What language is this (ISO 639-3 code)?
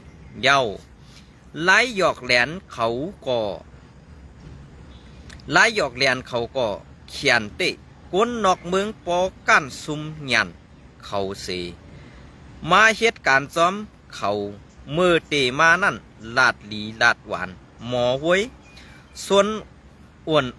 shn